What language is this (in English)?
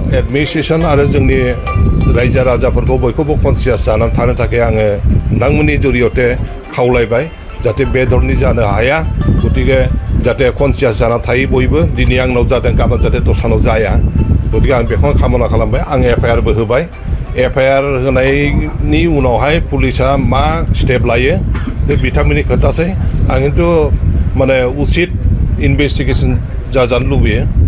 Bodo